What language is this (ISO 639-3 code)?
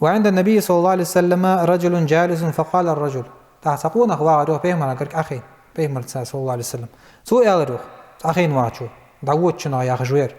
inh